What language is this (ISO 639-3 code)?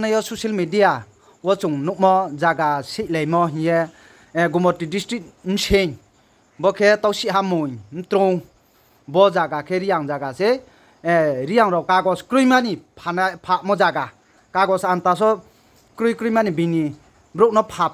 ria